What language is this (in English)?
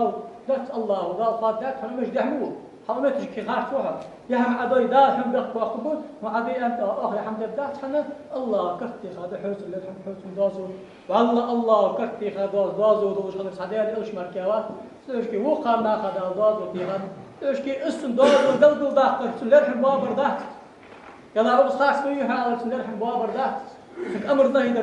Ingush